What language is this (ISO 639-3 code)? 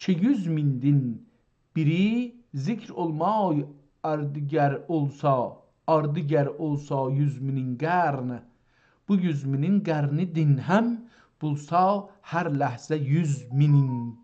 azb